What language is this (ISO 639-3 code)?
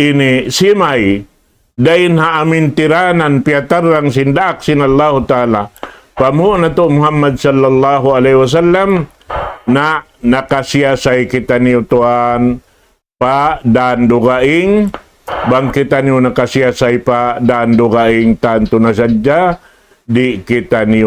tsg